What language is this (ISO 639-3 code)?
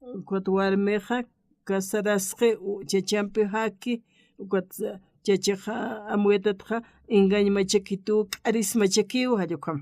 aym